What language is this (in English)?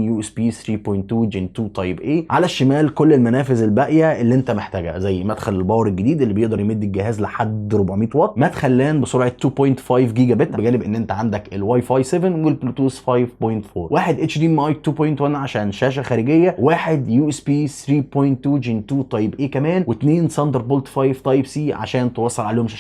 Egyptian Arabic